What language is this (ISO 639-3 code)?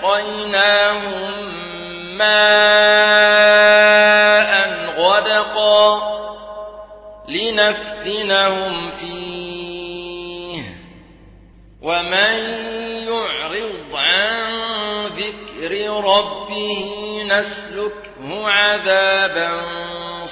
ara